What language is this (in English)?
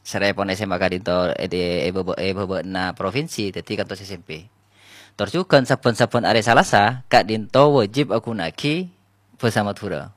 Madurese